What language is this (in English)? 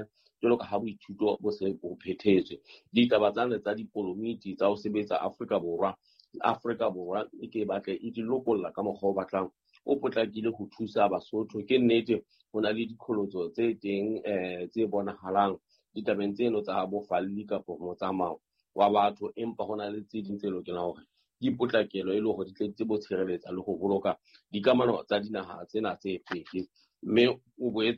Southern Sotho